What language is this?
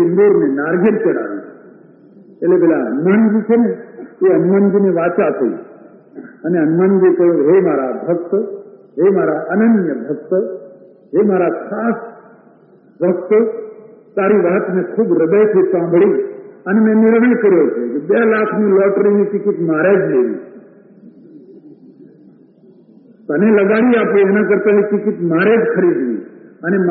Gujarati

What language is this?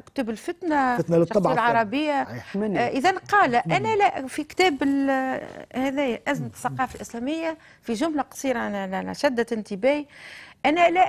Tunisian Arabic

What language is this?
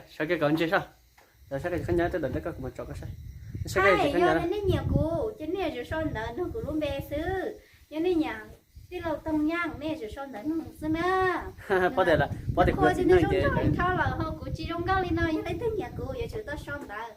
Hmong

